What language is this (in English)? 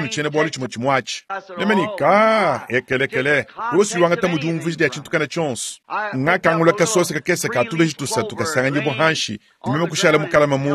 Luba-Lulua